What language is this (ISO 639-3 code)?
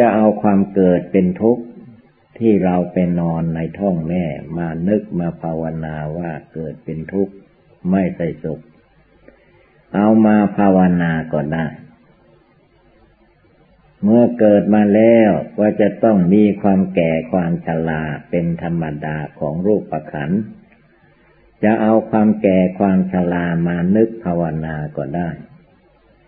tha